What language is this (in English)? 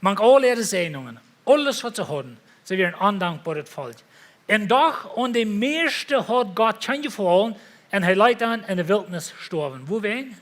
Plautdietsch